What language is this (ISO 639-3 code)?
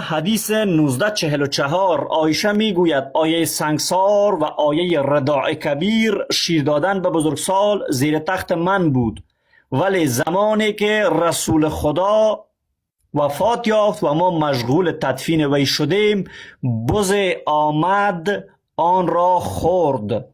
fas